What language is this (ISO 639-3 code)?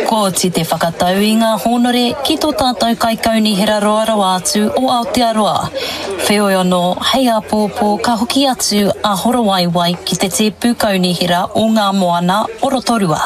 mri